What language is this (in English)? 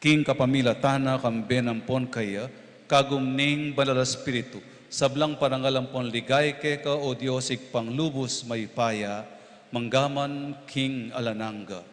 Pampanga